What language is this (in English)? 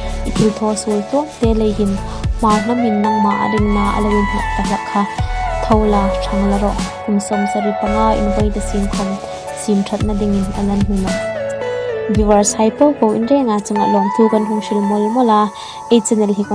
Hmar